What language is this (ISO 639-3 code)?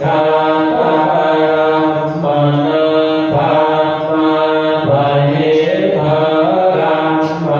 pli